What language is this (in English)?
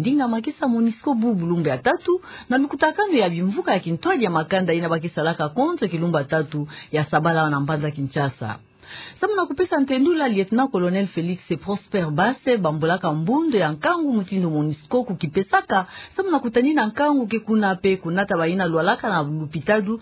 Kituba (Democratic Republic of Congo)